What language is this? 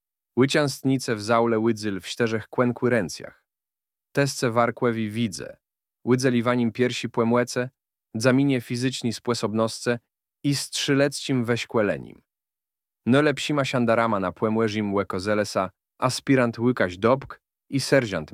Polish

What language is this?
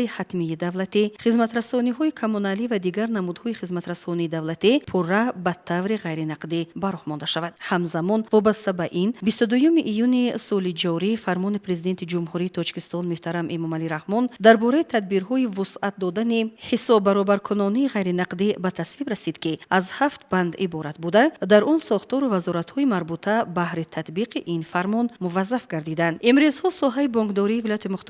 Tajik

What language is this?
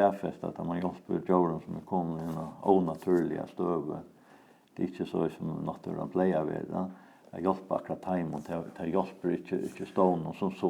Faroese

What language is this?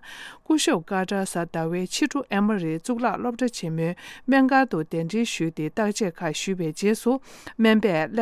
Tibetan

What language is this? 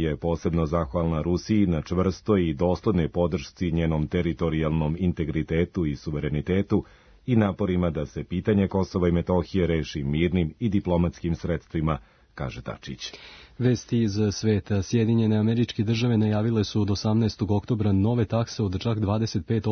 Serbian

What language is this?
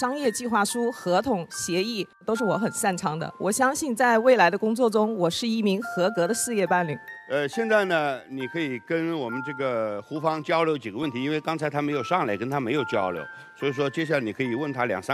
Chinese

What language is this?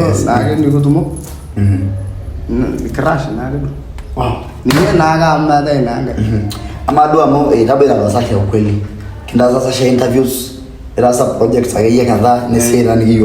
Masai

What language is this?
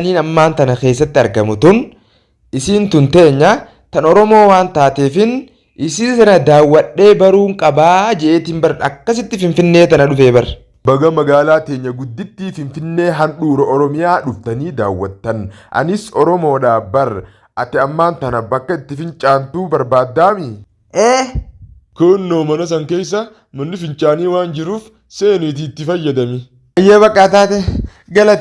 Oromo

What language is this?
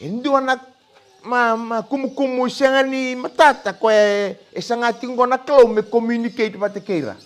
Fijian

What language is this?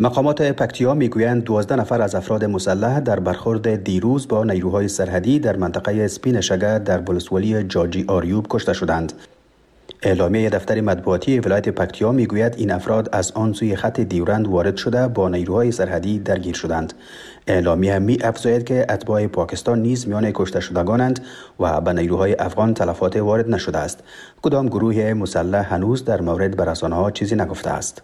Persian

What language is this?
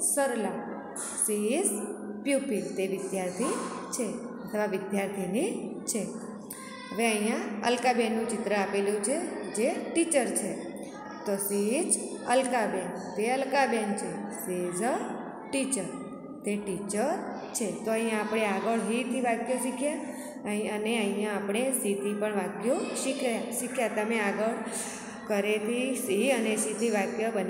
Gujarati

